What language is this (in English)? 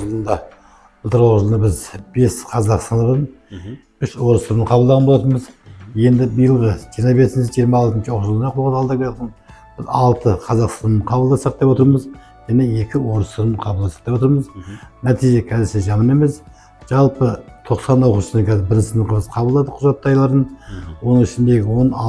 Kazakh